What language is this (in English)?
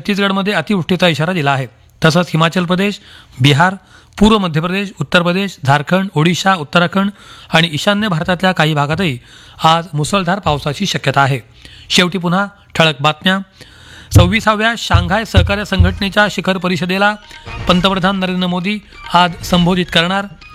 Marathi